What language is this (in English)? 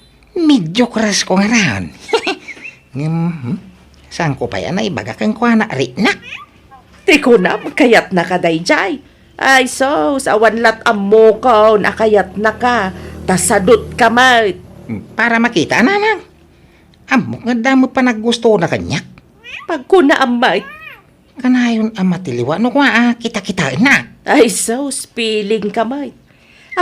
Iloko